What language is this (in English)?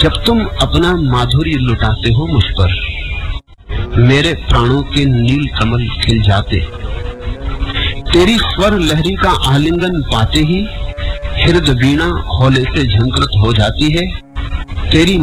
Hindi